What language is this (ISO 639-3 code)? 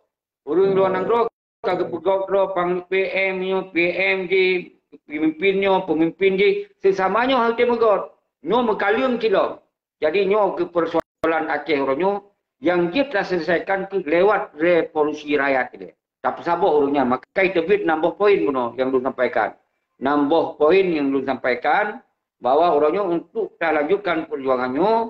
ace